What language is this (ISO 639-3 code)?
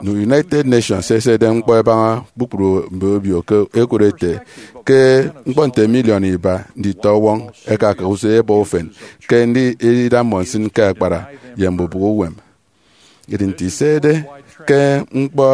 efi